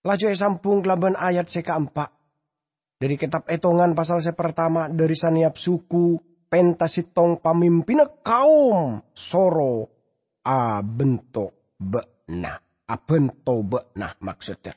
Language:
Madurese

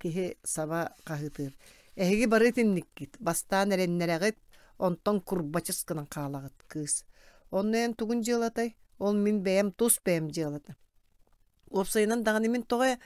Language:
Yakut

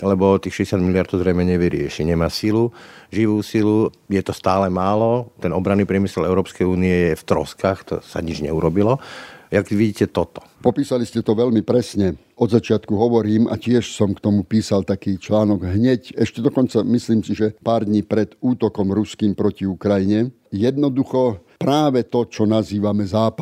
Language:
Slovak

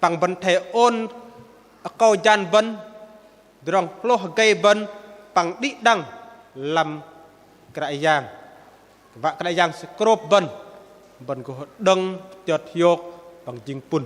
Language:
Bahnar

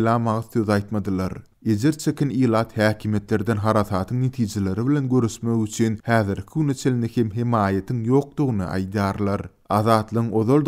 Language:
Turkmen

